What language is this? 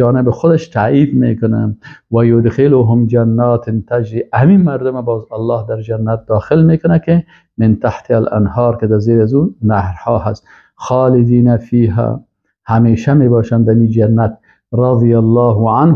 Persian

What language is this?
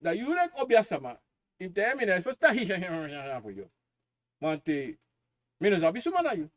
Sranan Tongo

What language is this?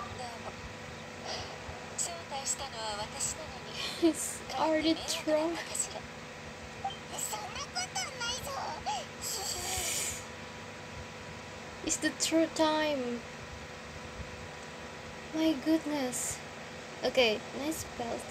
English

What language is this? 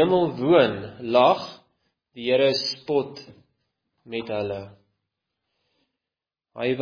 Afrikaans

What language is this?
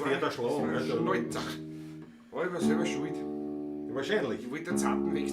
Bavarian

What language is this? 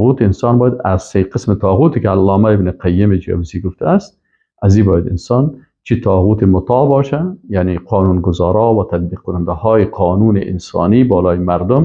Persian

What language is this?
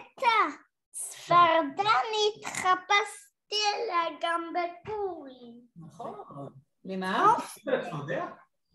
Hebrew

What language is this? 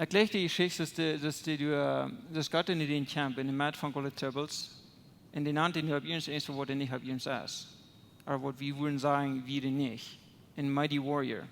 Plautdietsch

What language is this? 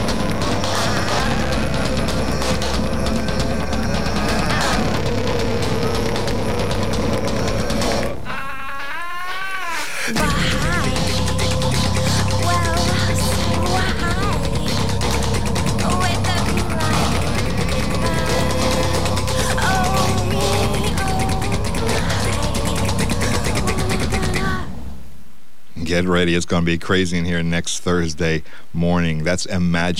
English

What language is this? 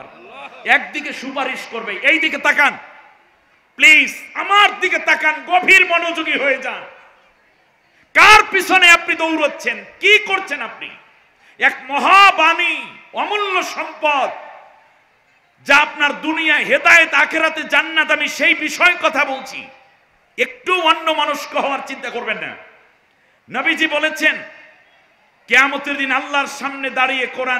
Bangla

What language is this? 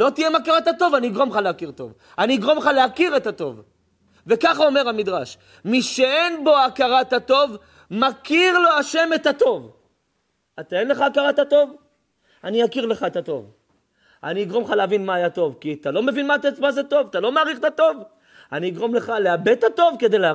Hebrew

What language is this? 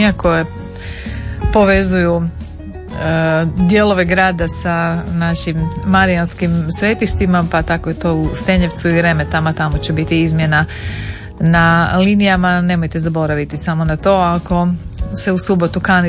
Croatian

